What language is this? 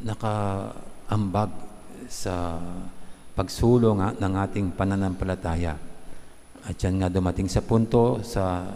Pampanga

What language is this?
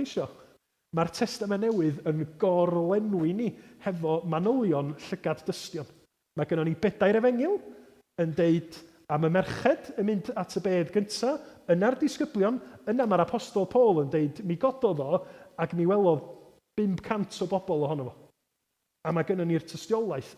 Welsh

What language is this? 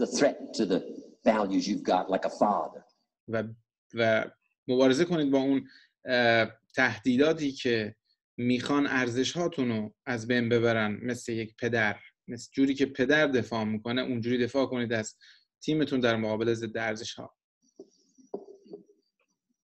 Persian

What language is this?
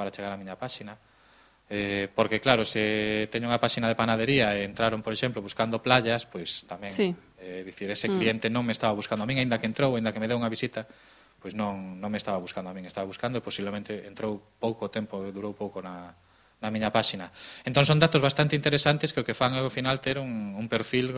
Galician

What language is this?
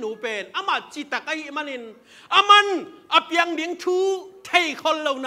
Tedim Chin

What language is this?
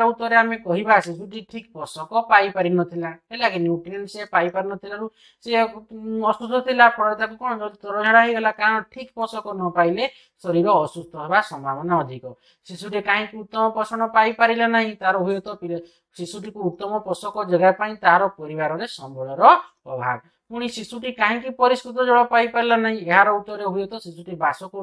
Odia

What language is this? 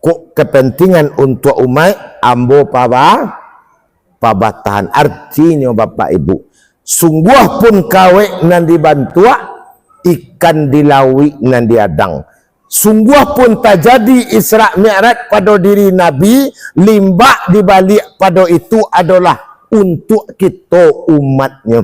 Minangkabau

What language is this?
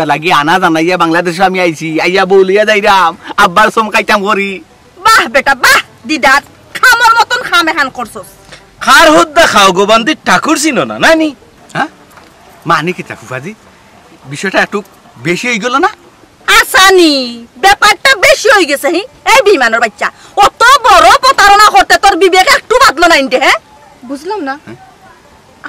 Sylheti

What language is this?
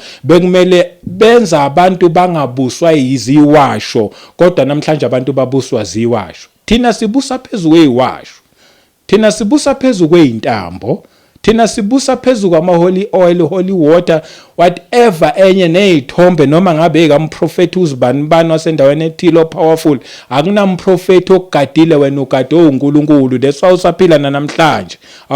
Zulu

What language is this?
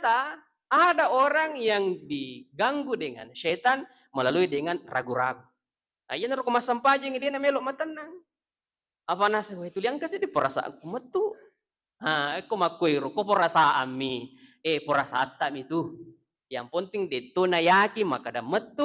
Buginese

